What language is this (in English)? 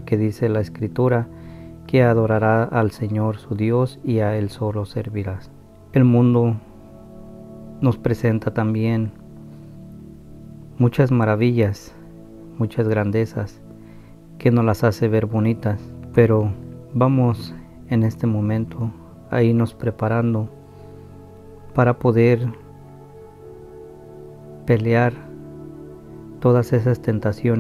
Spanish